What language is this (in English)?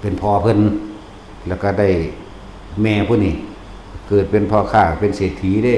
Northeastern Thai